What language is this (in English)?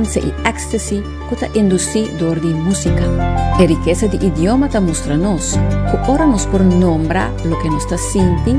Papiamento